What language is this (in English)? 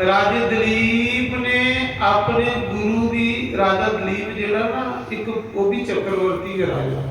Dogri